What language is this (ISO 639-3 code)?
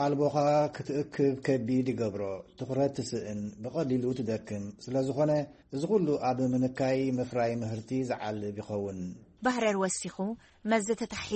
tir